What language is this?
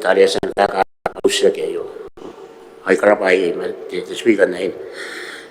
Gilbertese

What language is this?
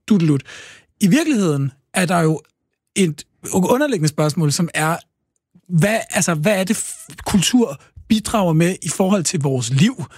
Danish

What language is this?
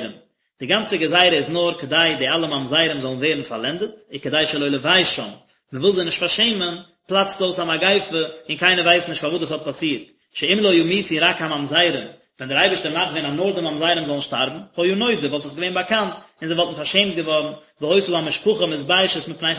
Yiddish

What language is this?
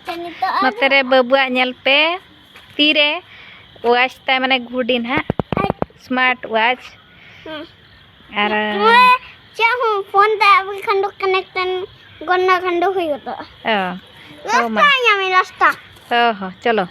Santali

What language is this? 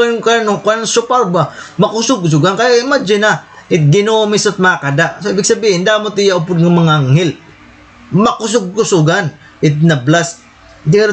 Waray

